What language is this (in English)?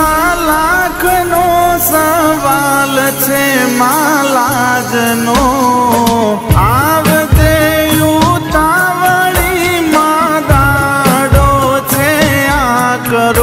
Gujarati